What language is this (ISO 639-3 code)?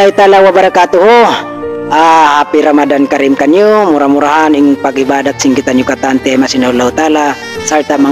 tsg